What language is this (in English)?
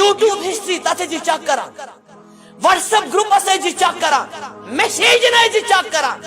Kashmiri